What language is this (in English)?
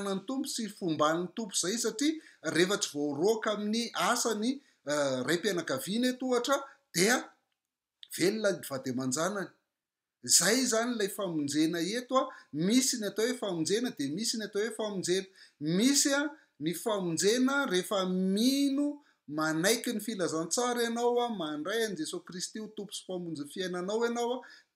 Malagasy